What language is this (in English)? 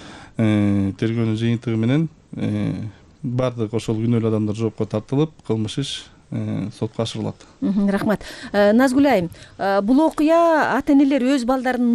Kyrgyz